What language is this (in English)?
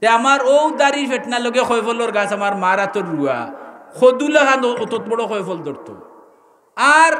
Sylheti